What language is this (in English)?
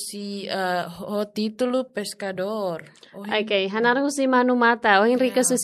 Tetum